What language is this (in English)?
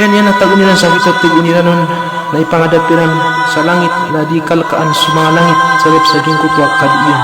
Maranao